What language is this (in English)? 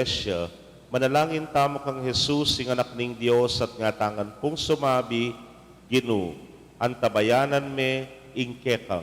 Pampanga